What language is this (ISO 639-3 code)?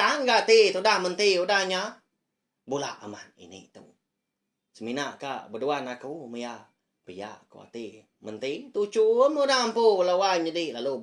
iba